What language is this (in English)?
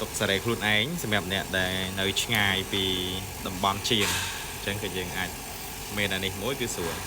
Khmer